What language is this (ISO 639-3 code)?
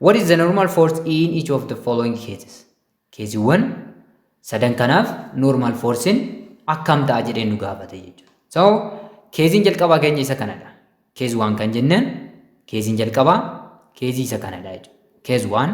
orm